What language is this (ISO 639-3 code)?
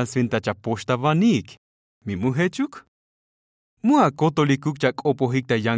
tzo